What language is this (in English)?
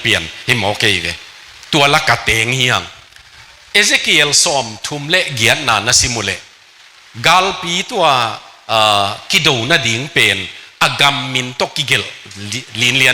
Tedim Chin